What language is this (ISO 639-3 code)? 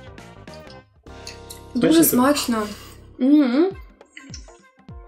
ukr